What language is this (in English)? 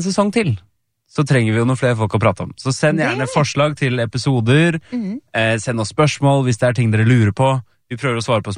Norwegian